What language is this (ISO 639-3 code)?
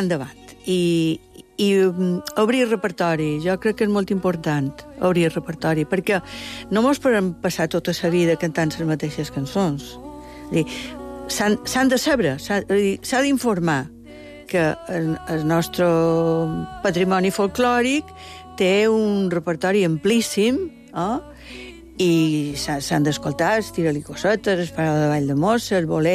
cat